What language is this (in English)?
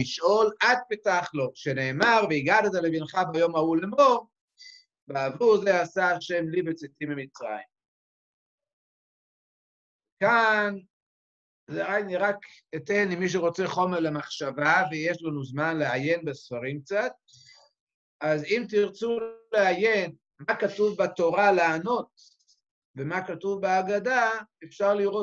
Hebrew